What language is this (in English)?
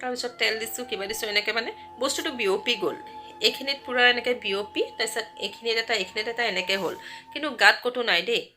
Assamese